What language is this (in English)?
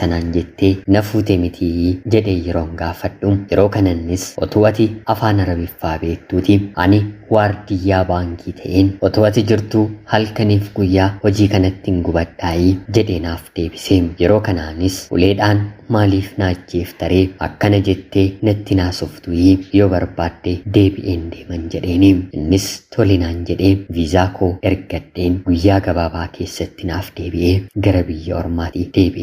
Oromo